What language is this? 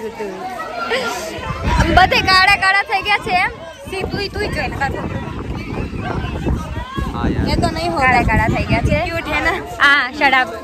Gujarati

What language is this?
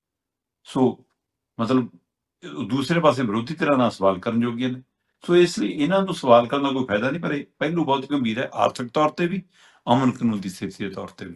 Punjabi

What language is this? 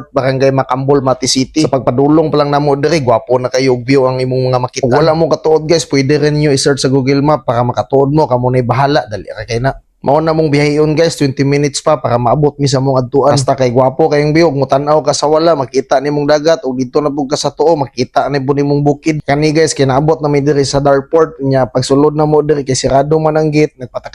Cebuano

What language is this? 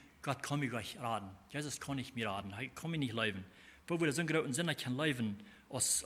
Plautdietsch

